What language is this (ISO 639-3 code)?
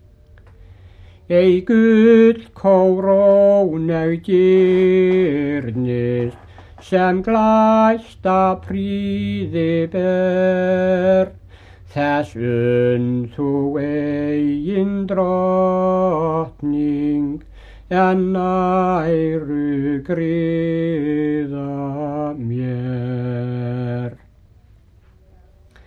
isl